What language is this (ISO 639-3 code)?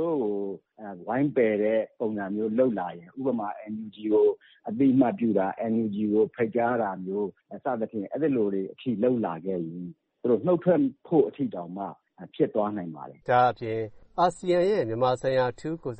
mya